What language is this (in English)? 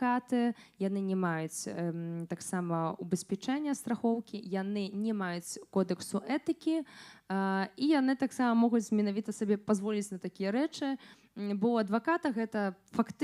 Belarusian